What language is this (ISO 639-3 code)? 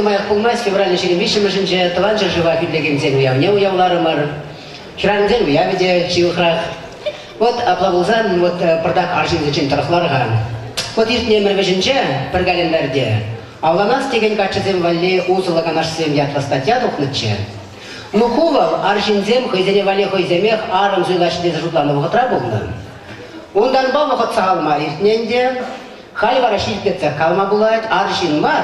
chv